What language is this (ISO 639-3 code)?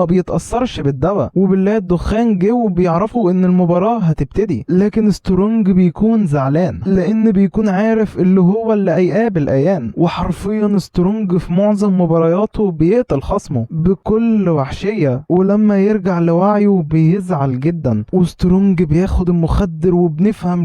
arz